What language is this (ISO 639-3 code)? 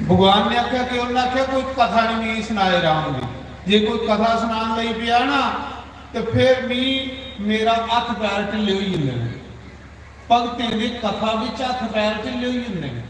doi